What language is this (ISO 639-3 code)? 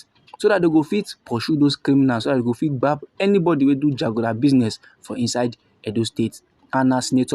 pcm